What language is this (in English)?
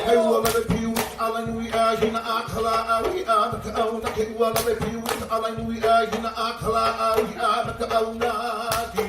Hawaiian